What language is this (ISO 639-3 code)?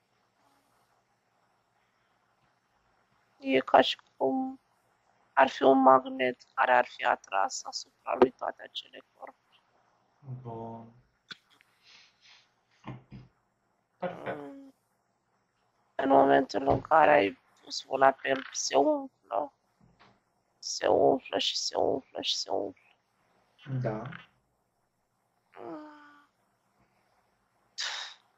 ron